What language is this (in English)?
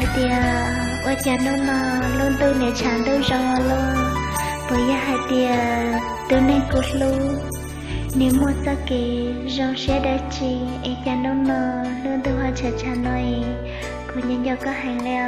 Hmong